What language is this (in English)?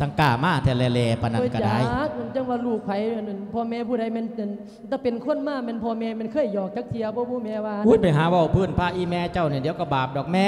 Lao